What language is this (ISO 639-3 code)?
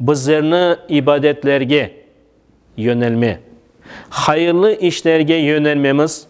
crh